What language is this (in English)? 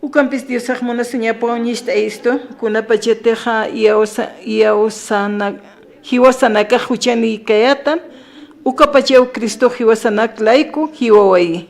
Aymara